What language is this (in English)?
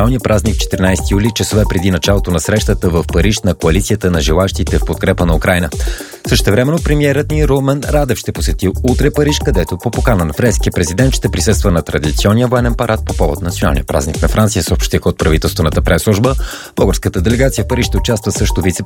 Bulgarian